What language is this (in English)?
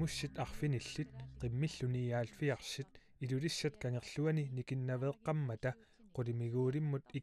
Kalaallisut